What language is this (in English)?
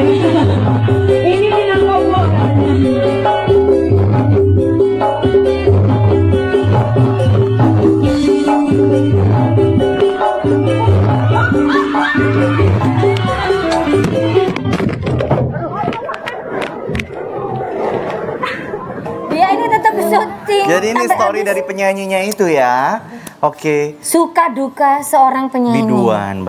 Indonesian